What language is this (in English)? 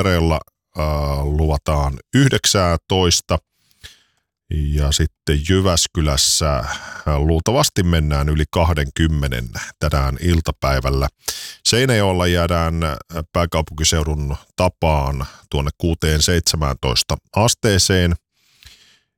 Finnish